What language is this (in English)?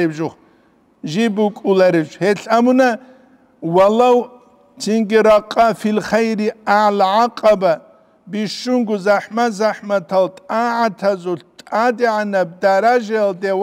Avaric